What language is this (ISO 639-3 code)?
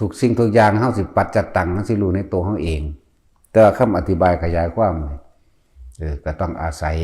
tts